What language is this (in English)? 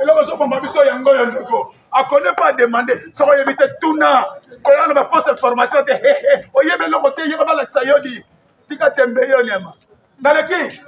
Lingala